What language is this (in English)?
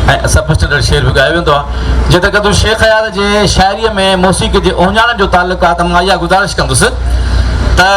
Sindhi